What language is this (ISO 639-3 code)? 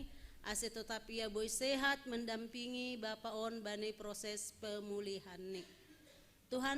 bts